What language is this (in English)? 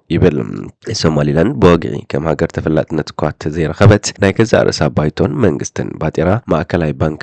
Tigrinya